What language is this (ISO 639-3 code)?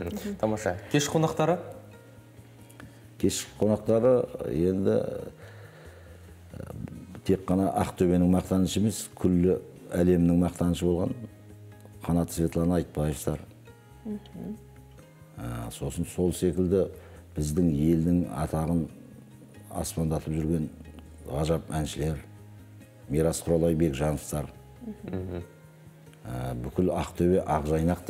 kaz